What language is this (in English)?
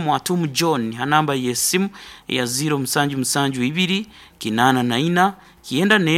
Nyankole